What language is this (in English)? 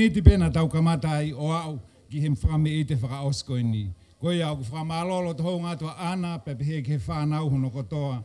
Tongan